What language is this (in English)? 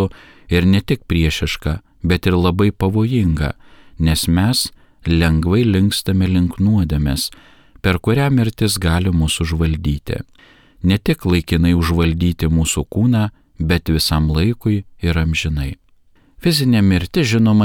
Lithuanian